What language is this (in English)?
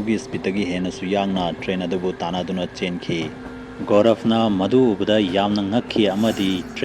Manipuri